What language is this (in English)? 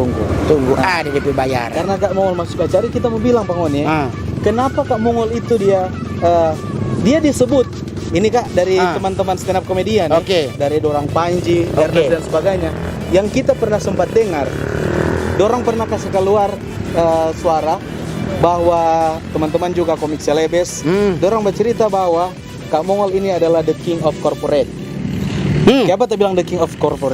Manado Malay